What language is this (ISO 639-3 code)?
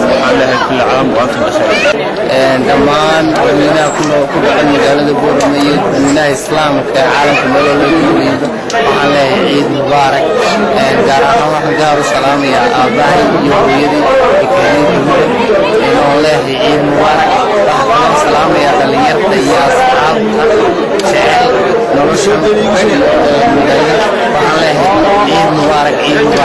som